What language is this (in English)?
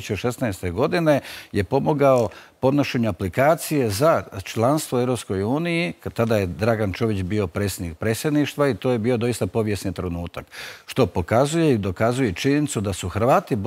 Croatian